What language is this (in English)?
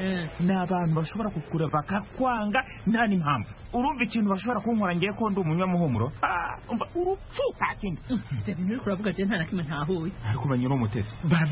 Kinyarwanda